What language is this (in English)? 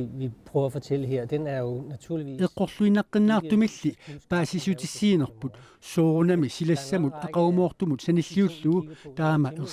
Kalaallisut